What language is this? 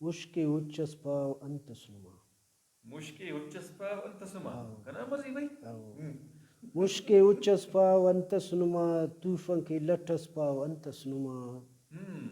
Brahui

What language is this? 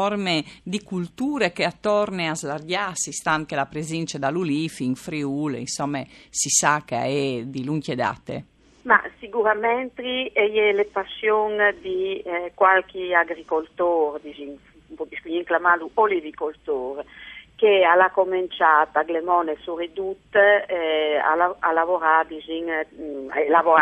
Friulian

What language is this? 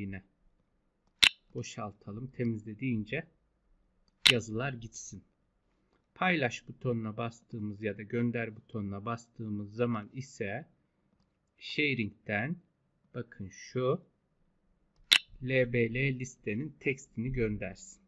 Turkish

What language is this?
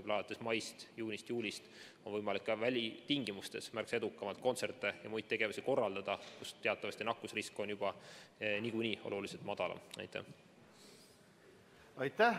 Estonian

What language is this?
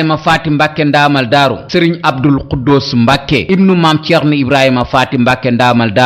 Wolof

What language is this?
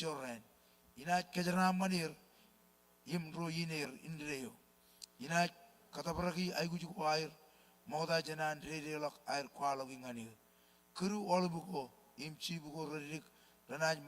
Marshallese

